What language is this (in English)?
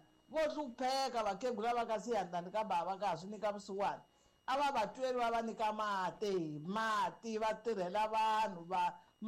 Tsonga